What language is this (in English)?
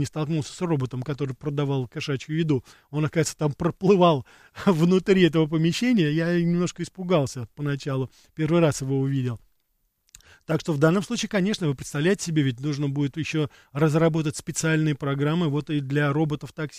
Russian